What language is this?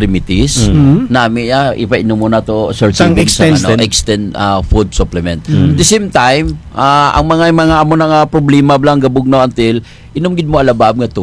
Kinaray-a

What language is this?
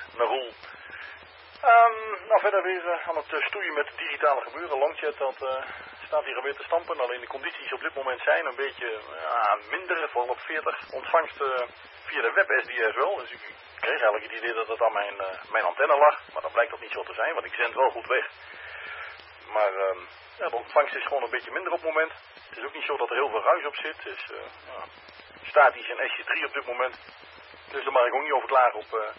Dutch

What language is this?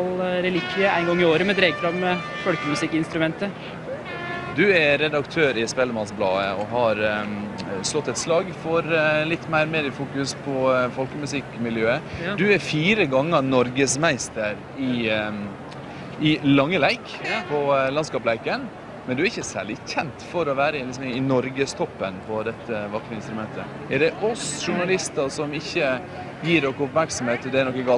Norwegian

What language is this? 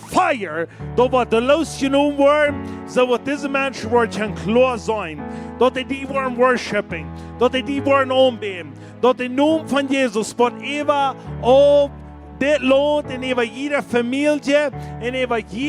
Plautdietsch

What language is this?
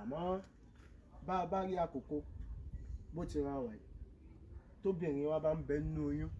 Yoruba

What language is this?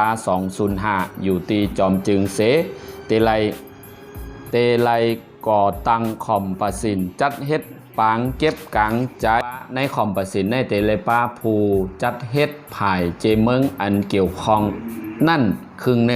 Shan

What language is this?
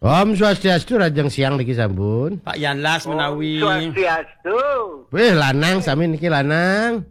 Balinese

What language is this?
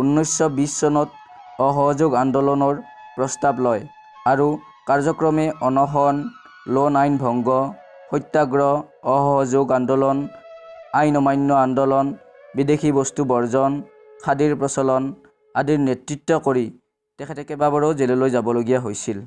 Assamese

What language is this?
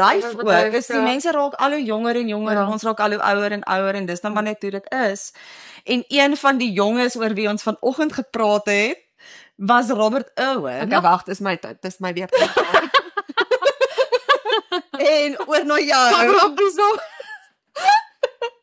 Afrikaans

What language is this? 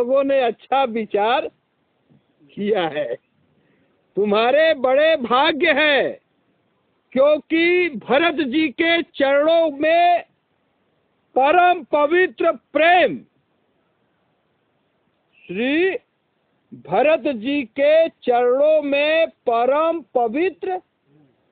Hindi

